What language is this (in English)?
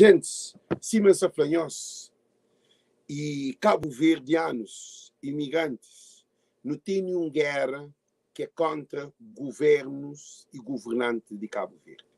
Kabuverdianu